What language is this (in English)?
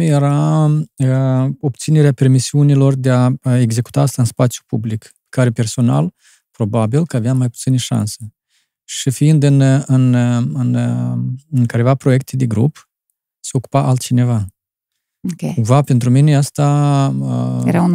Romanian